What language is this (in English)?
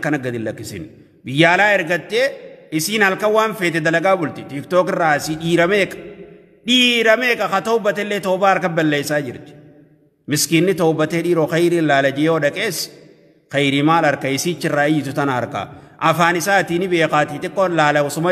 Oromo